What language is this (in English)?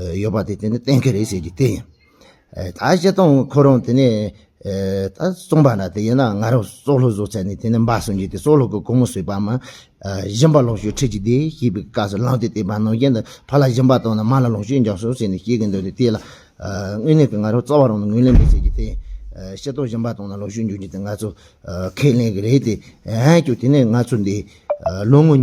Tibetan